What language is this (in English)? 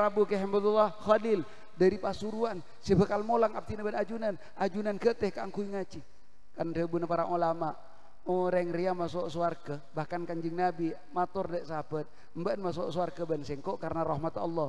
Madurese